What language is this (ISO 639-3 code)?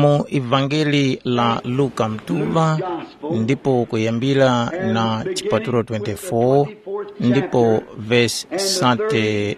tum